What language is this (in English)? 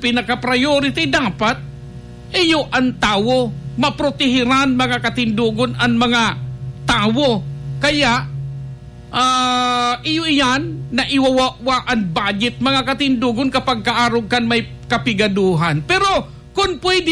Bikol